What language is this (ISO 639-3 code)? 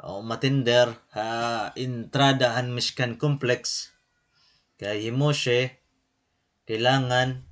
war